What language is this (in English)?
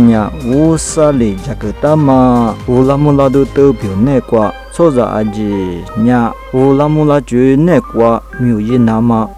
Lisu